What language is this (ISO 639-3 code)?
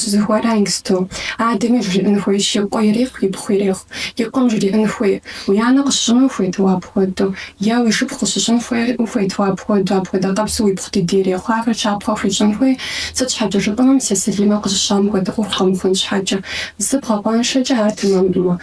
kbd